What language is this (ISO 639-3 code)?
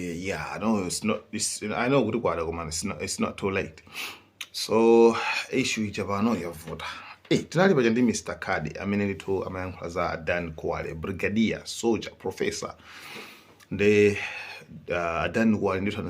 nya